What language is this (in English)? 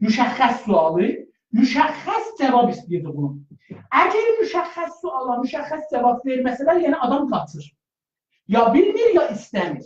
South Azerbaijani